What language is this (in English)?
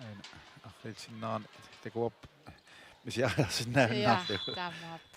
Kalaallisut